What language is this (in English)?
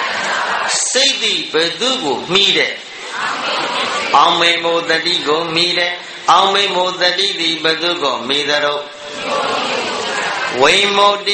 Burmese